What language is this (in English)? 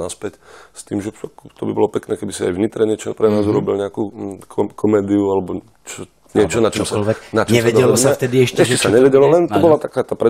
Slovak